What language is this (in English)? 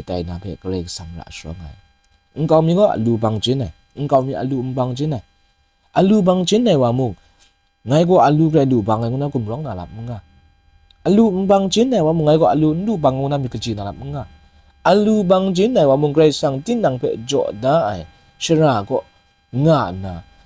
Kachin